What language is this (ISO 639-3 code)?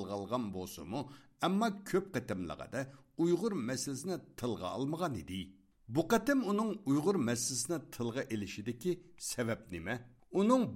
uig